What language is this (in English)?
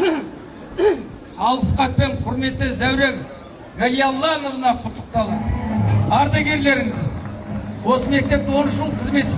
Kazakh